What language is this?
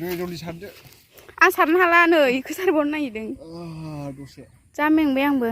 Bodo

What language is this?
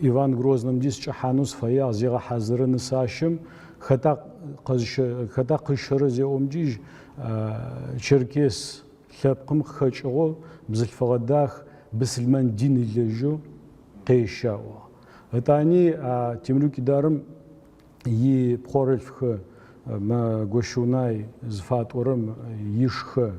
Adyghe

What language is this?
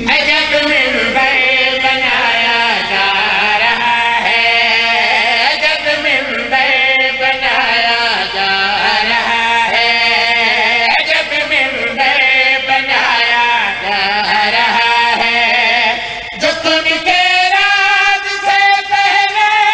Urdu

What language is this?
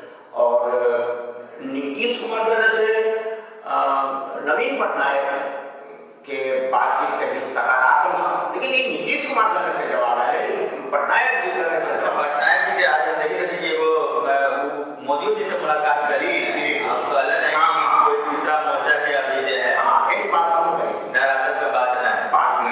Magahi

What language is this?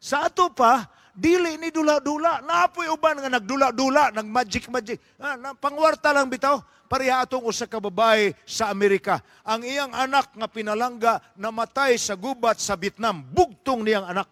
Cebuano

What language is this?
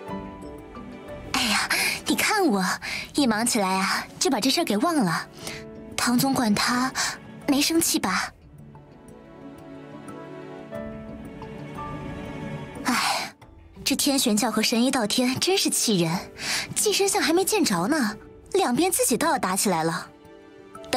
Chinese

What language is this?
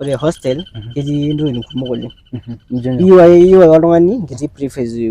Masai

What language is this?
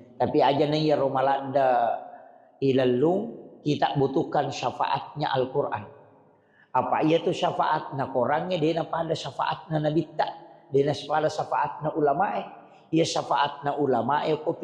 Buginese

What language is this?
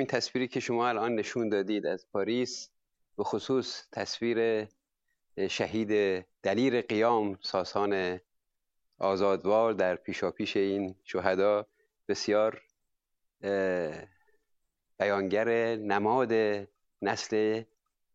Persian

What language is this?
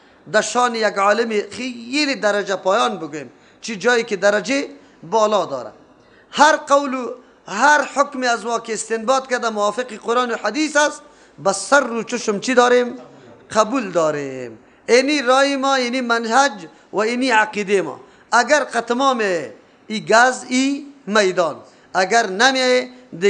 Persian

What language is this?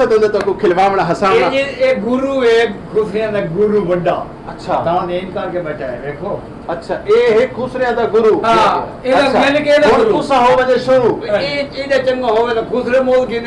Saraiki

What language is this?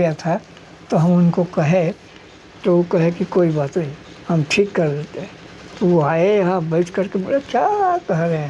Sadri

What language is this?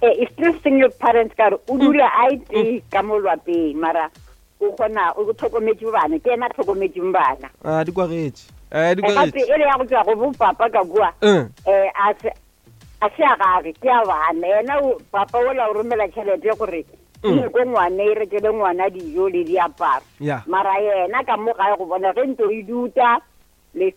Northern Sotho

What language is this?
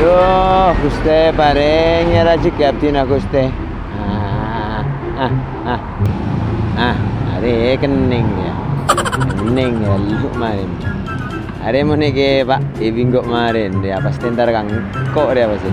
Madurese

